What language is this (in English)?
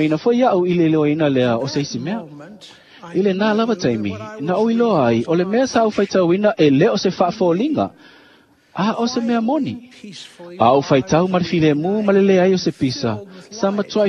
Samoan